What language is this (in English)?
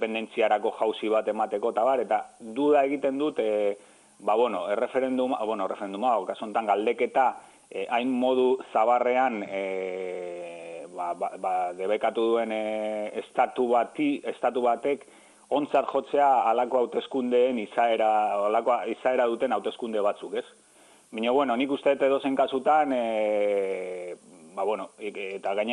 Basque